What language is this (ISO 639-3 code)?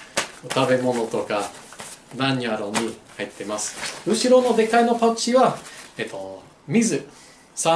jpn